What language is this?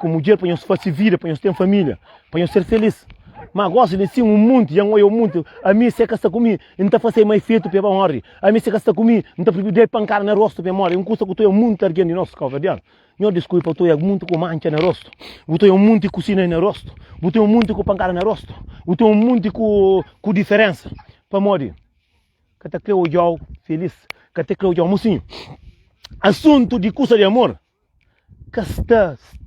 Kabuverdianu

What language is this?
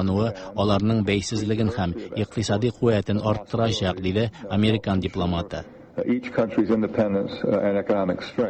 Tatar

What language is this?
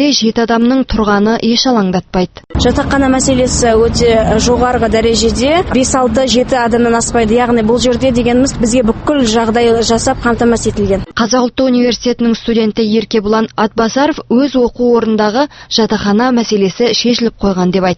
Kazakh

